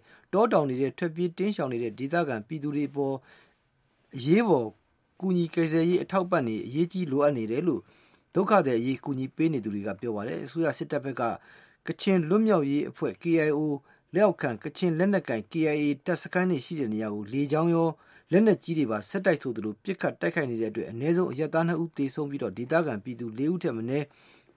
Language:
Burmese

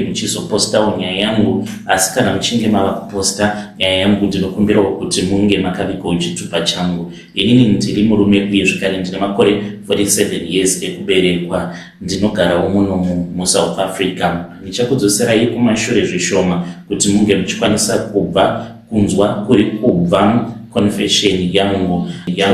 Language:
Shona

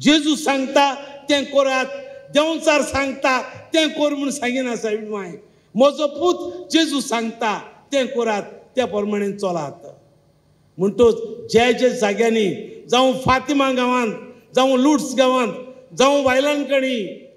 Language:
Konkani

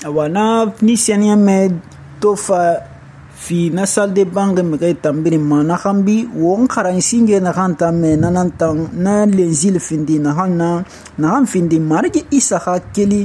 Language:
Susu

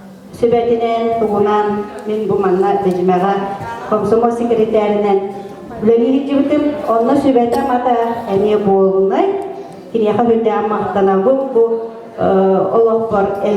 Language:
Yakut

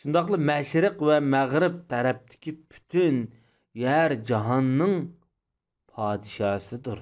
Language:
Uyghur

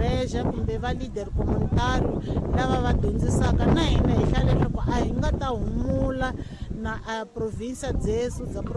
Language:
Tsonga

